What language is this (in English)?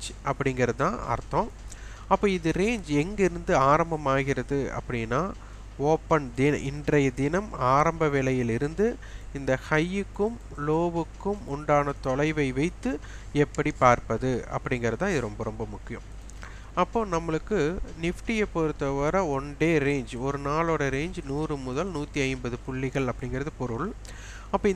Tamil